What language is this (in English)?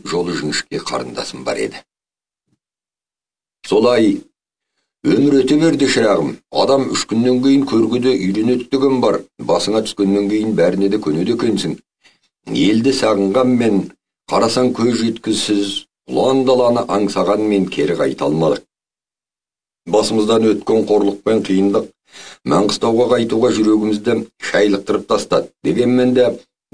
Kazakh